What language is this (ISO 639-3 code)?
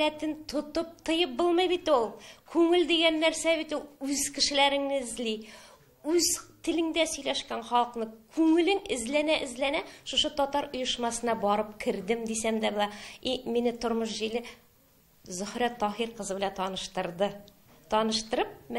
tat